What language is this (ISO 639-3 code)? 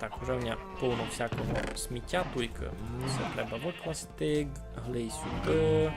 rue